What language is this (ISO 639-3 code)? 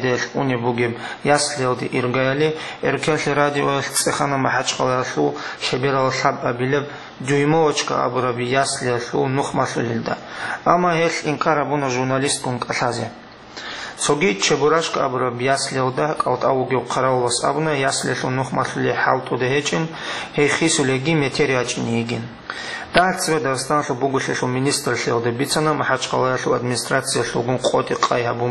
ava